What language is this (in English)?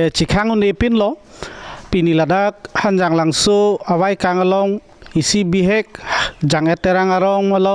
Karbi